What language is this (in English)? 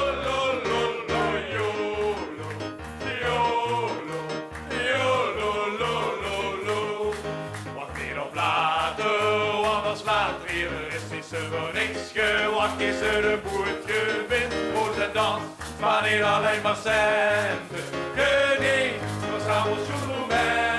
Limburgish